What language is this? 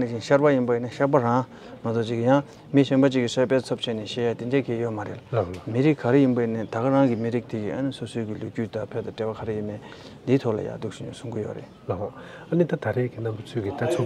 Tibetan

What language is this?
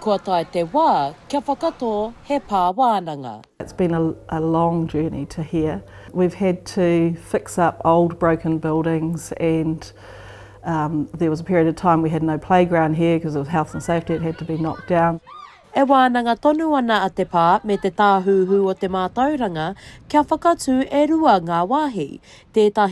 Māori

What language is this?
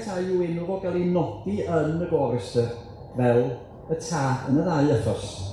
Welsh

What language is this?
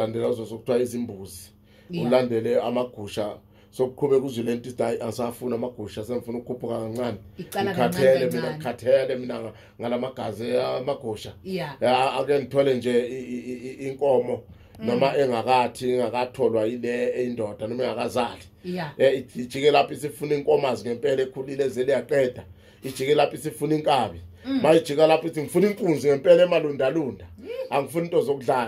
Zulu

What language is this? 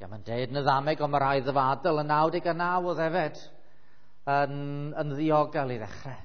Welsh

